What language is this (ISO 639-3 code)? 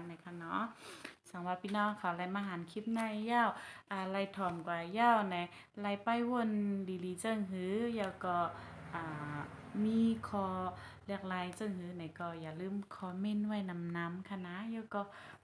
shn